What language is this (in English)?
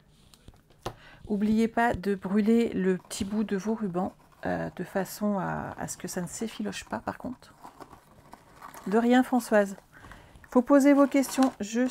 French